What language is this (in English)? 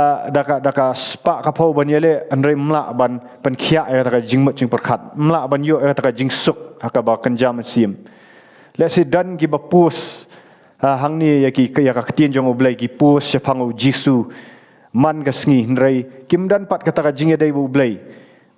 Khasi